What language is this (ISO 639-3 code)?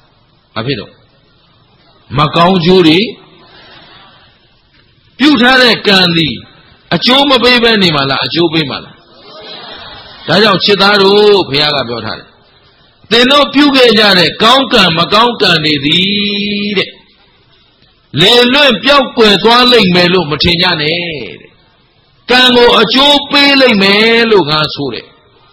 mya